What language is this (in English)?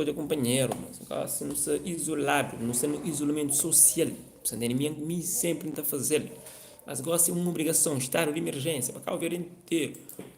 Kabuverdianu